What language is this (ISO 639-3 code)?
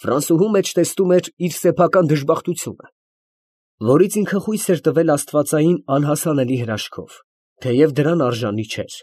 hye